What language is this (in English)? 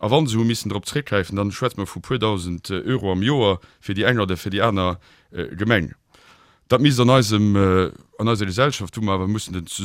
Luxembourgish